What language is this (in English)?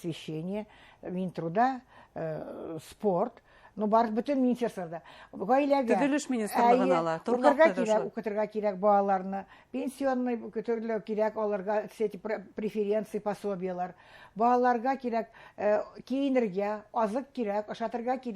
Bashkir